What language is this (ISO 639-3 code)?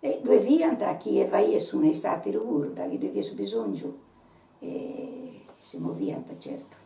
srd